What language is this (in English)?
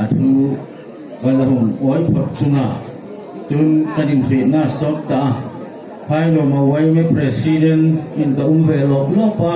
Hmar